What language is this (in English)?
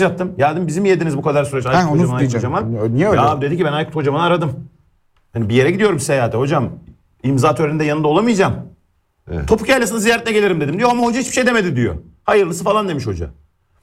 Turkish